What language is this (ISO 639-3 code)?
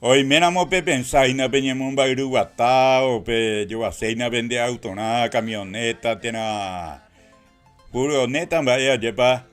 grn